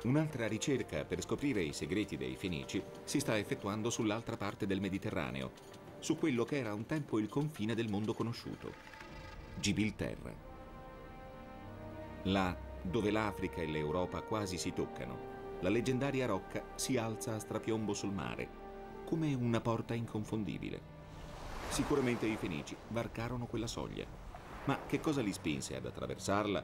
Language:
Italian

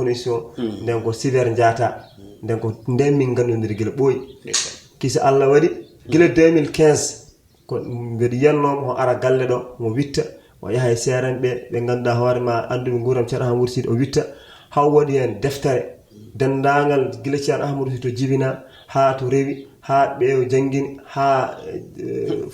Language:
Fula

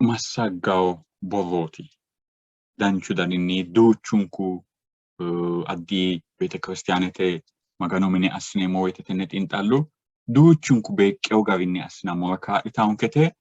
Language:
Sidamo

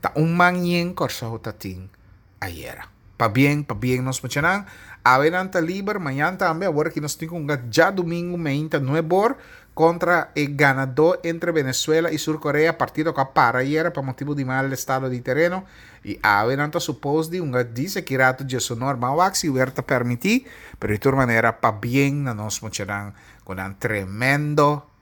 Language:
Papiamento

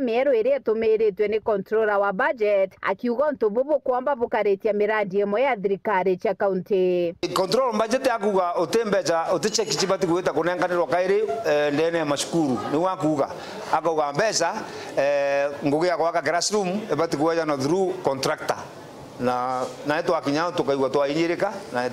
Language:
Meru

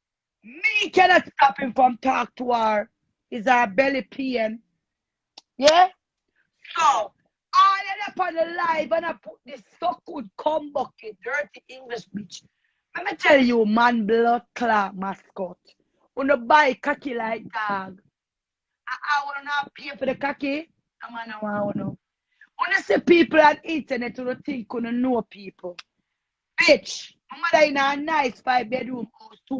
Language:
Jamaican Creole English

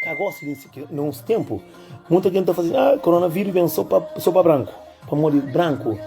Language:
Kabuverdianu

